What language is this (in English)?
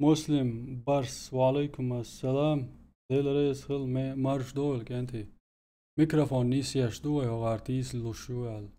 Chechen